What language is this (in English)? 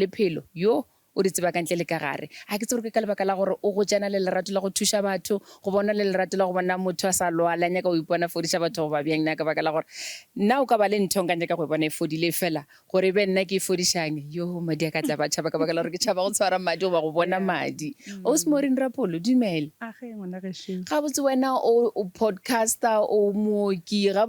Northern Sotho